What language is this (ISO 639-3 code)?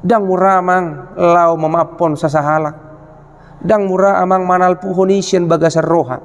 bbc